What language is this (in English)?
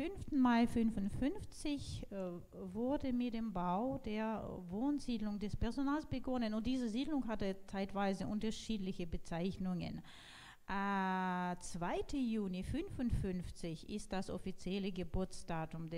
German